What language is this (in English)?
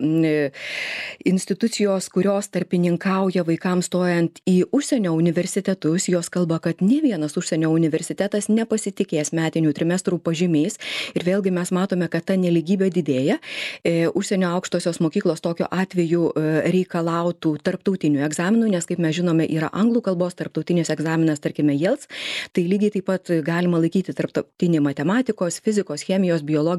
Lithuanian